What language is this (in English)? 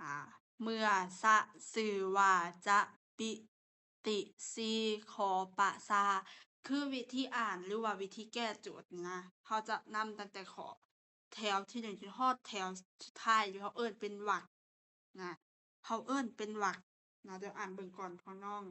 Lao